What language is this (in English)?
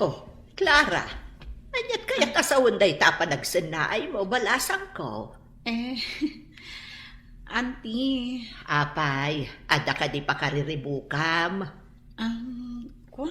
Iloko